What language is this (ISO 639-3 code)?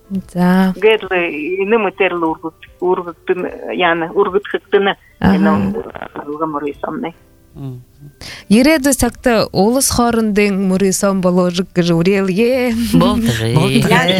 bua